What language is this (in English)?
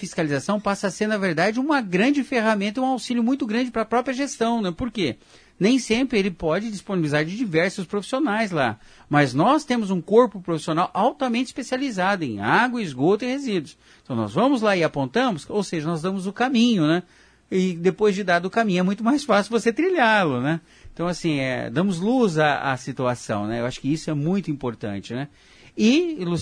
Portuguese